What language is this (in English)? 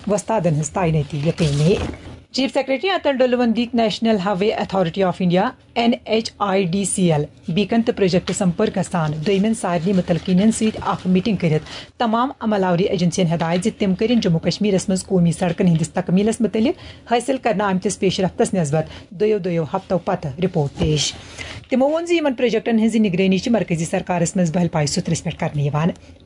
Kashmiri